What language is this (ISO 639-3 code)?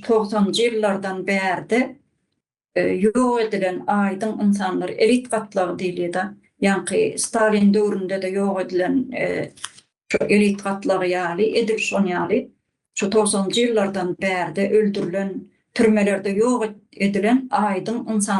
tuk